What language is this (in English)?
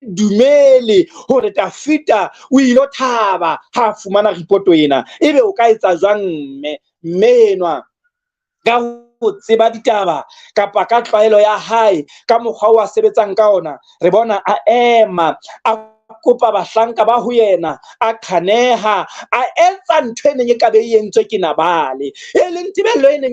Southern Sotho